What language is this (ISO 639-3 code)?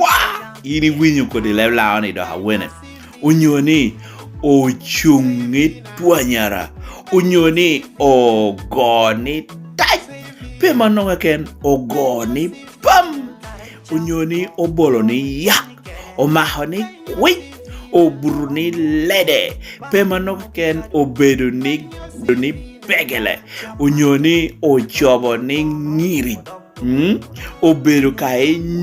laj